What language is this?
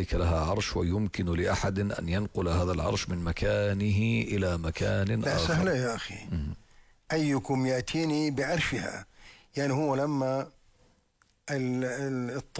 Arabic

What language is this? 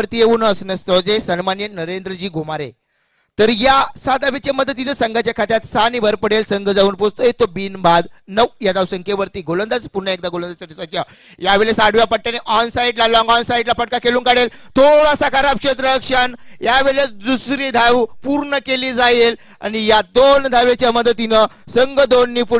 Marathi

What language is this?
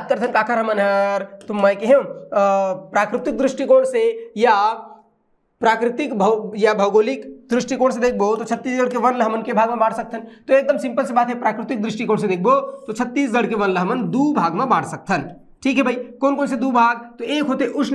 Chhattisgarhi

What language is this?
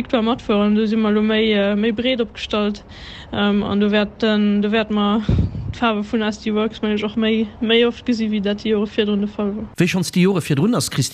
Luxembourgish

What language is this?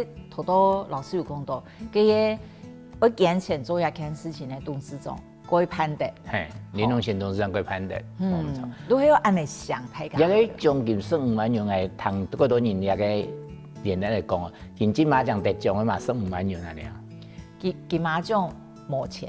Hakka Chinese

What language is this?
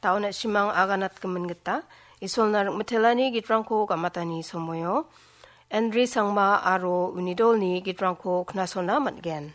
Garo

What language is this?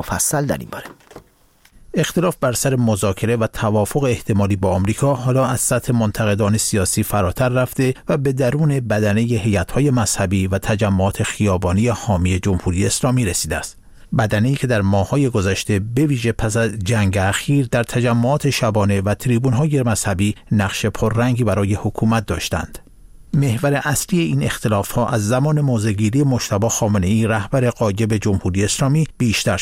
Persian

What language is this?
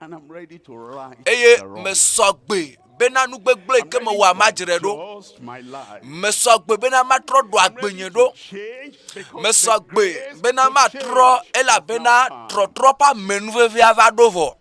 Ewe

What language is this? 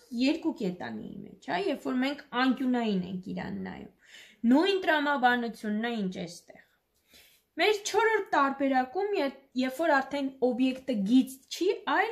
Armenian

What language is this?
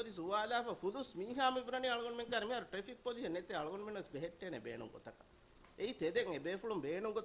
Divehi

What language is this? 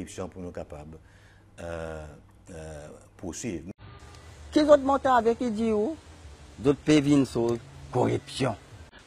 Seselwa Creole French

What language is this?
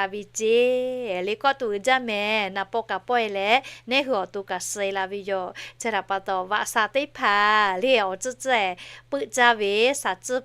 Lahu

